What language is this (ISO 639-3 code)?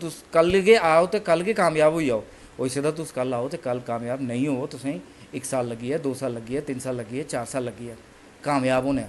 doi